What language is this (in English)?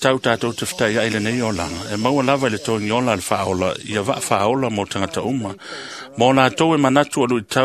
Samoan